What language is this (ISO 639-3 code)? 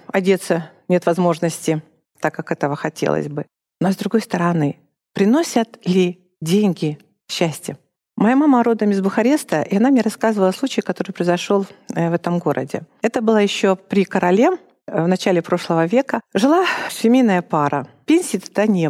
rus